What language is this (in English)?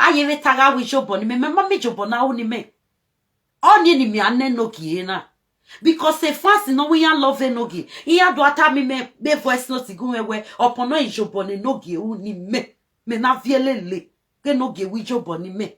Nigerian Pidgin